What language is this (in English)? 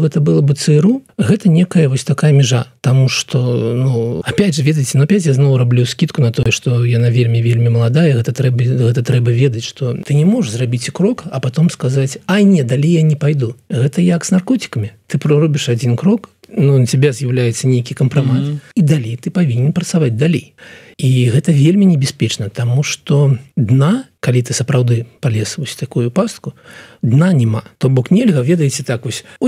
Belarusian